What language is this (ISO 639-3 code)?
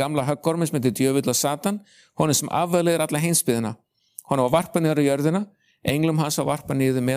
isl